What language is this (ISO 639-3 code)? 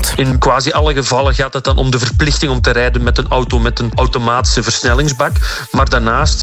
nld